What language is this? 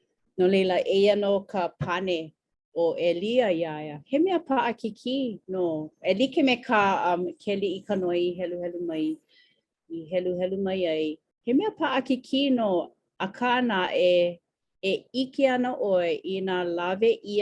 Hawaiian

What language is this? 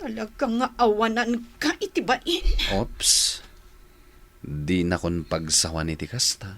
Iloko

